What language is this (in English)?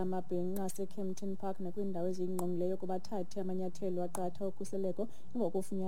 Xhosa